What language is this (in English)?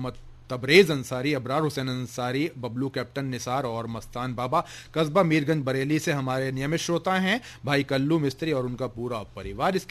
Hindi